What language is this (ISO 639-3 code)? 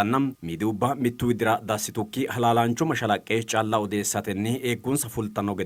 sid